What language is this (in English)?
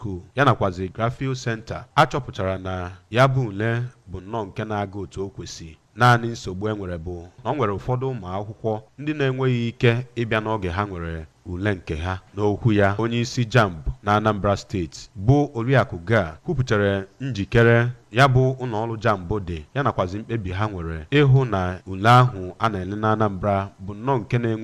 Igbo